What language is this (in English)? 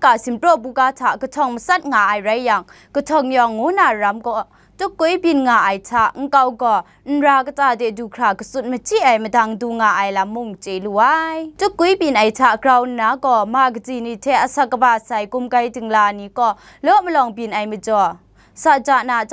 Kachin